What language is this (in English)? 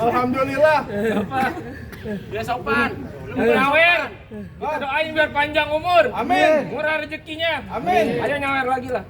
Betawi